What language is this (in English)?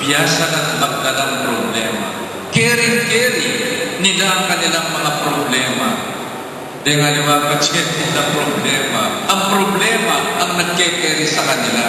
Pampanga